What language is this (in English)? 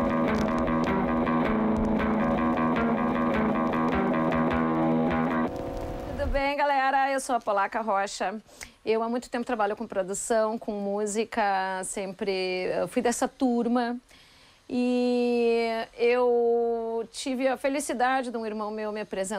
Portuguese